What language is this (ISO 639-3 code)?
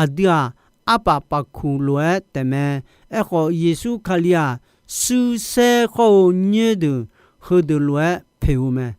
ahk